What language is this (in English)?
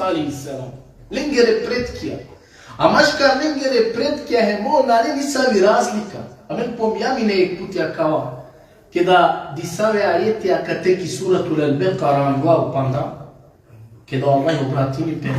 Balkan Romani